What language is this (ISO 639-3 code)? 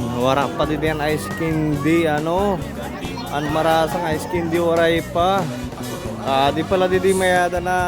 war